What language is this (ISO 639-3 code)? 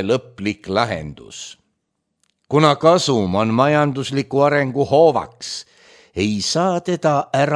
est